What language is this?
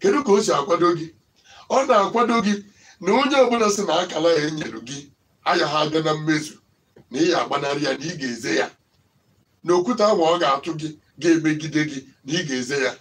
Igbo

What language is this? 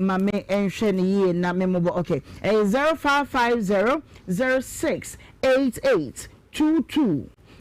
Akan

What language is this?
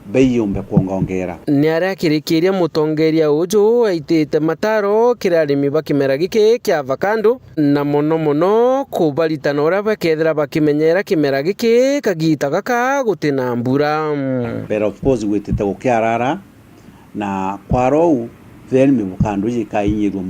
Meru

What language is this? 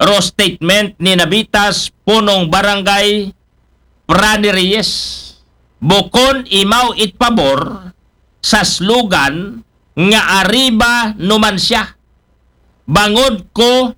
Aklanon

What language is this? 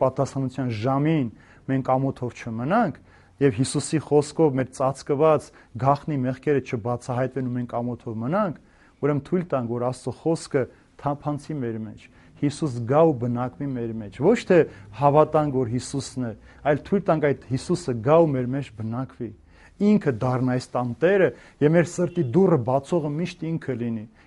Armenian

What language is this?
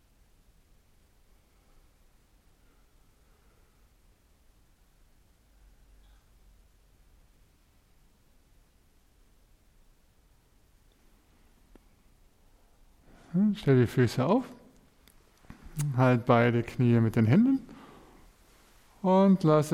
German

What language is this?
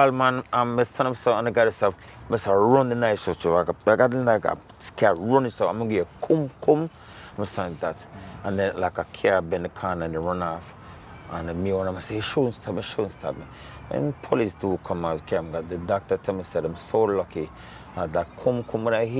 Jamaican Creole English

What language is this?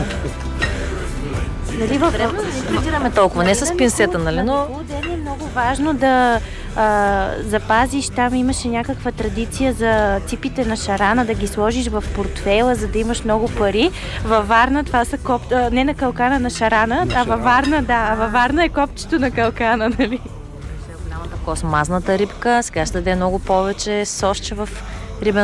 Bulgarian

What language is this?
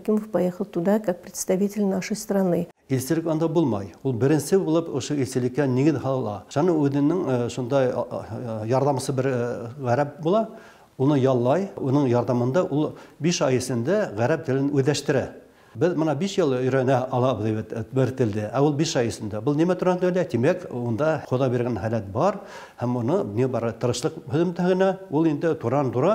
Bashkir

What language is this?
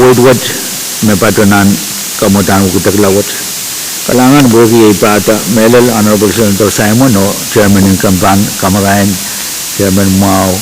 Pohnpeian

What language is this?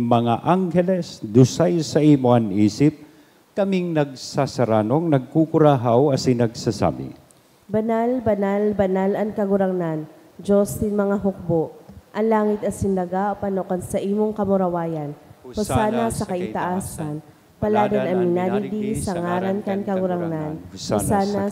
Bikol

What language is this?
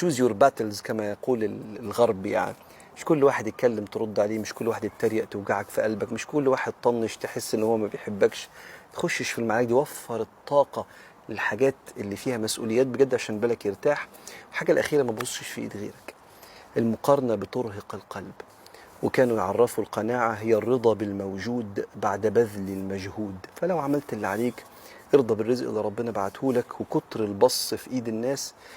Egyptian Arabic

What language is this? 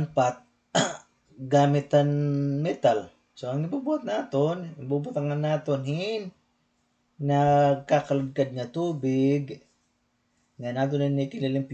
Waray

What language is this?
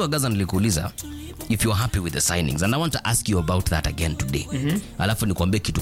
Swahili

